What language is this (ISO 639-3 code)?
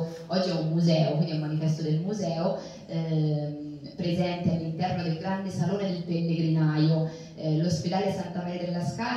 ita